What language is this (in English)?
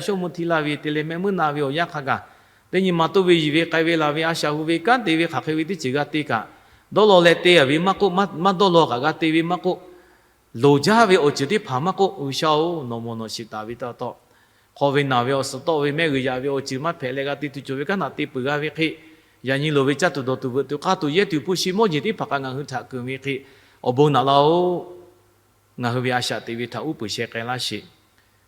Lahu